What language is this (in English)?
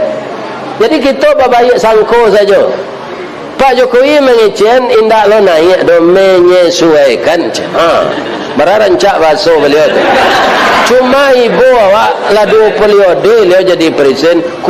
Minangkabau